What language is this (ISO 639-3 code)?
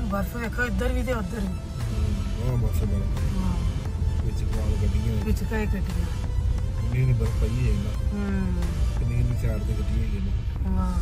pan